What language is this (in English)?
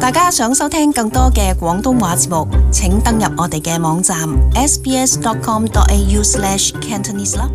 Cantonese